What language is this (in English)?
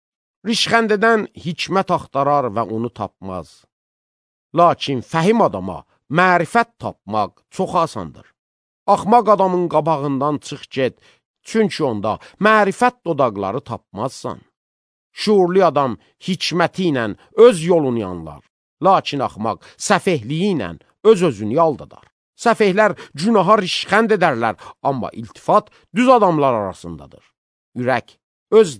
Azerbaijani